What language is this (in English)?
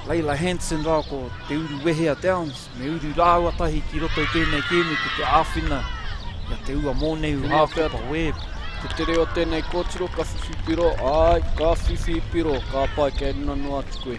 Māori